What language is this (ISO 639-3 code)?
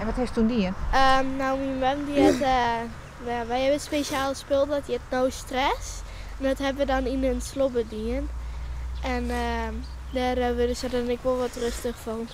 fry